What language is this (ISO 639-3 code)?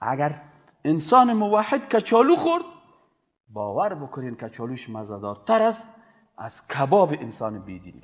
fas